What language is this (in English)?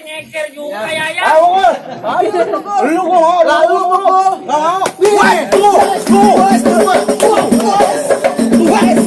Betawi